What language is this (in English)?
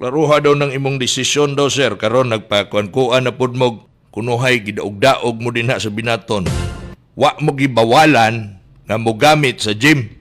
Cebuano